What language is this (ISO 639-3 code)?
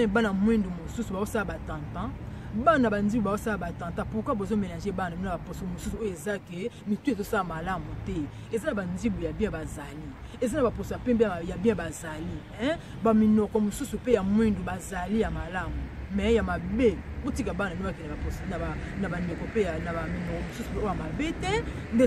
lin